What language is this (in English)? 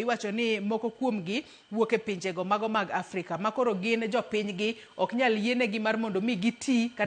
Luo (Kenya and Tanzania)